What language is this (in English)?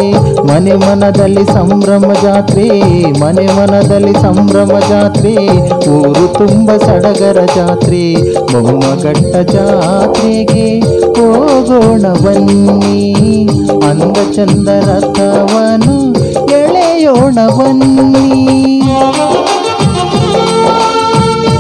Kannada